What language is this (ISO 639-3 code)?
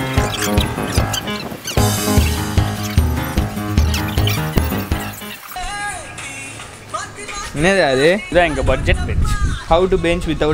tam